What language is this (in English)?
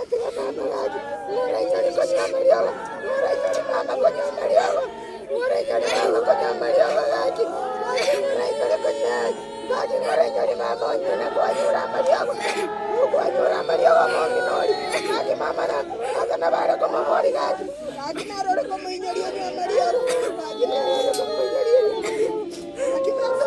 Gusii